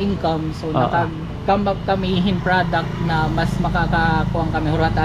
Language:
Waray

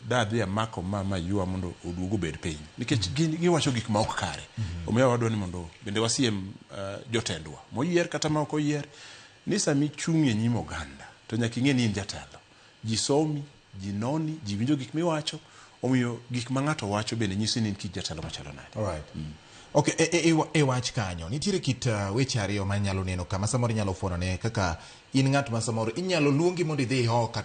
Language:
Luo (Kenya and Tanzania)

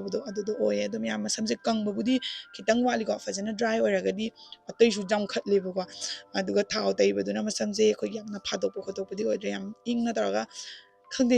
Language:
Manipuri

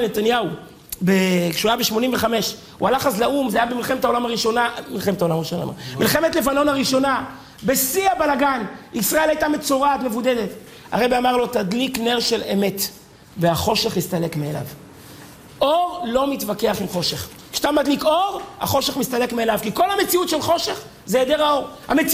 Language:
Hebrew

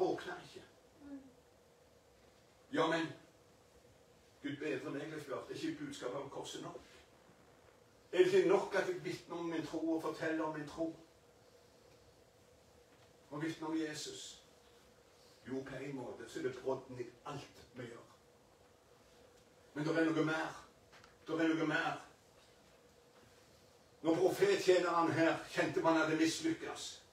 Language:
Norwegian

